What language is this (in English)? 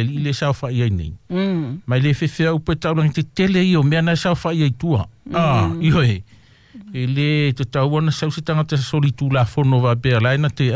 Samoan